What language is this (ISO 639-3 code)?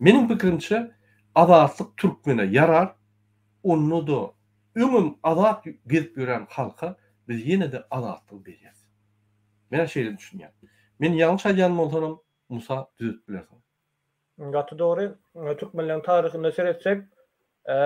tuk